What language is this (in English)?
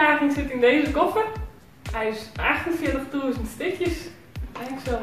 Western Frisian